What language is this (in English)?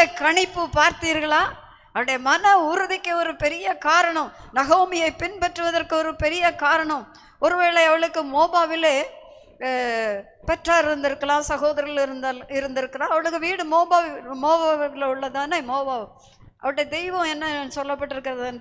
Tamil